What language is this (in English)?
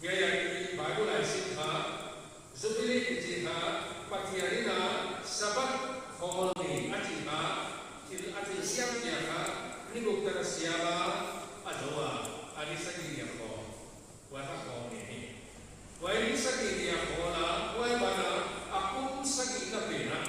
Paite Chin